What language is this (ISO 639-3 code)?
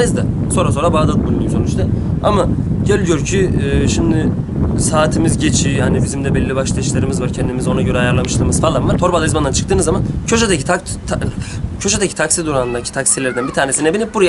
tur